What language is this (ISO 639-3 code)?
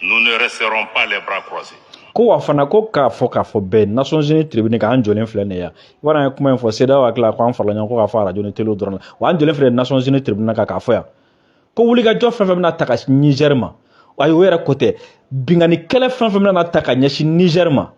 bam